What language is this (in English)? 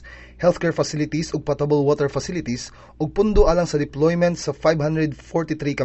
Cebuano